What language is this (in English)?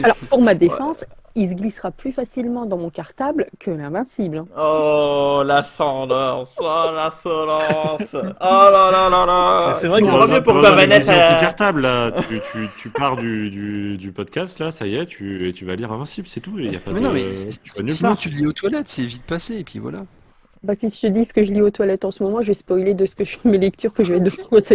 French